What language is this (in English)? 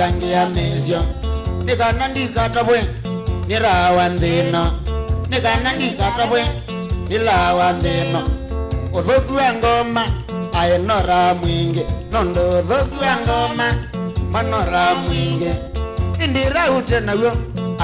Kamba